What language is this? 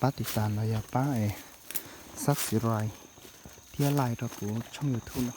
Hmong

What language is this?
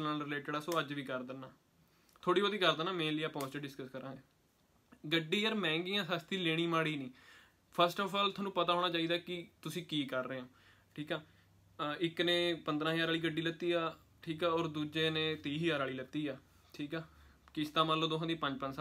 Punjabi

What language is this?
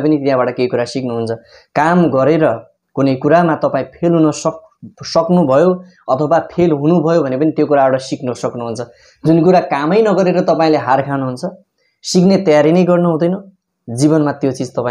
Nepali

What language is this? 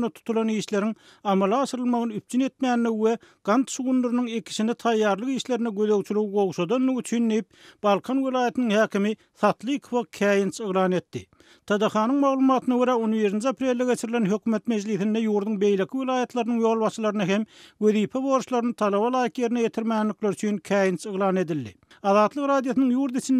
Turkmen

